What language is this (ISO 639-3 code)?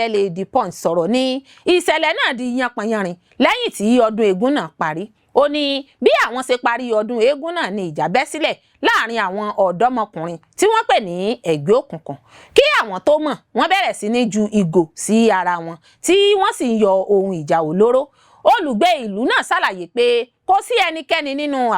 yor